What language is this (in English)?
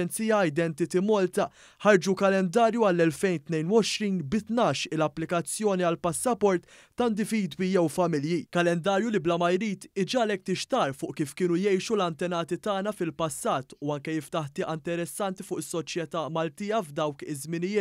Maltese